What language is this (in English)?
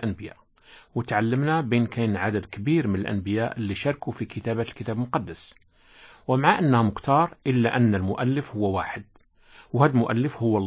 Moroccan Arabic